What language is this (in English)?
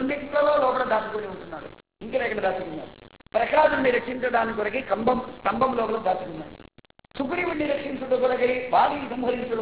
Telugu